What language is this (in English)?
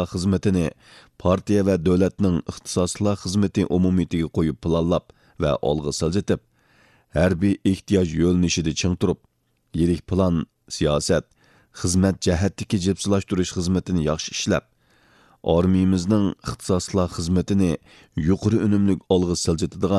Uyghur